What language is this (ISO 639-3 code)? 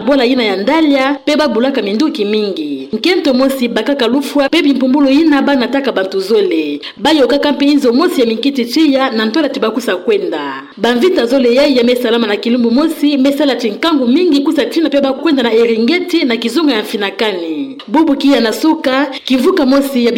ktu